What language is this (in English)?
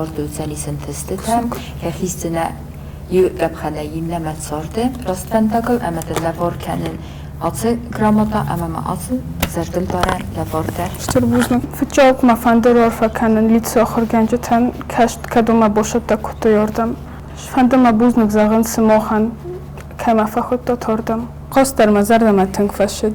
Ossetic